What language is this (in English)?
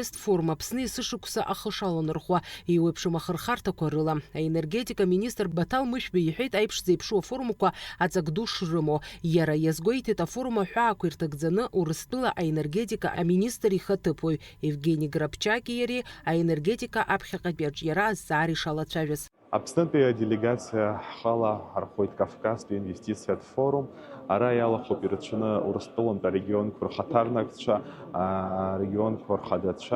Abkhazian